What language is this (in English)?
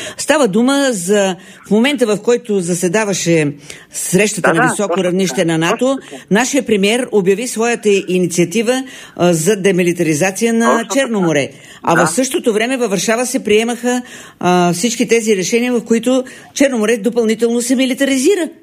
Bulgarian